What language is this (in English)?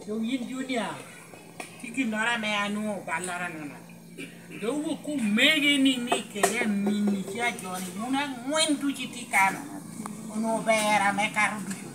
Lango (Uganda)